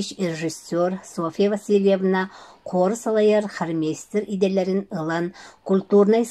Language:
Yakut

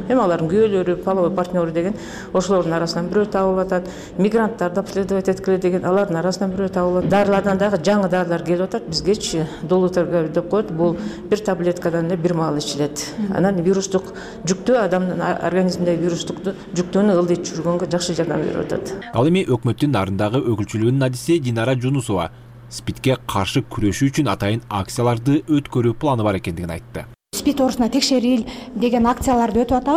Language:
Kyrgyz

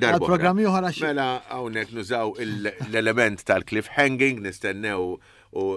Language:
Maltese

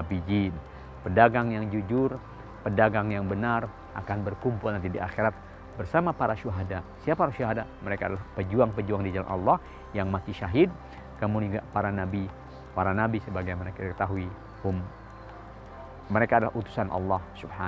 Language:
Indonesian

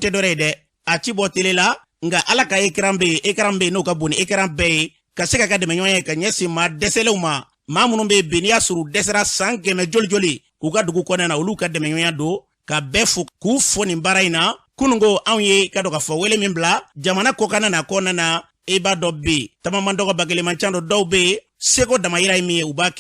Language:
Bambara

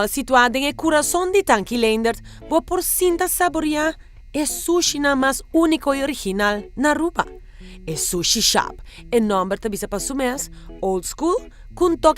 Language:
Papiamento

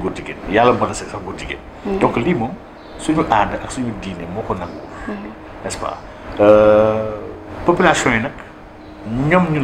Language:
Wolof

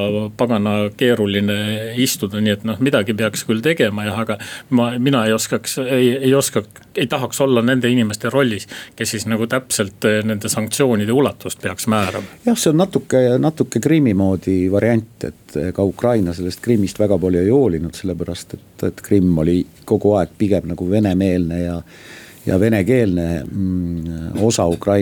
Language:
Estonian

